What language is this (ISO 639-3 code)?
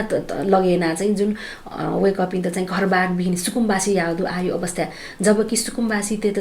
new